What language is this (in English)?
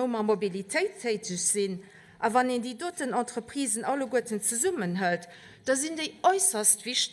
Luxembourgish